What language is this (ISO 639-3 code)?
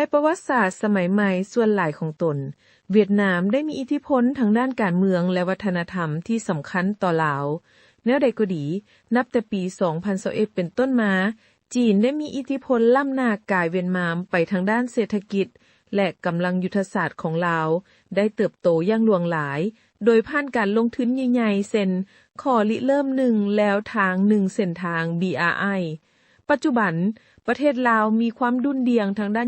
lao